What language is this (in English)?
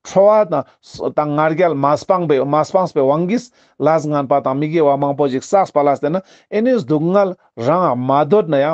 Ladakhi